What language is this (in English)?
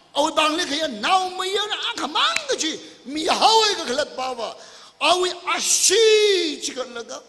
Tangkhul Naga (India)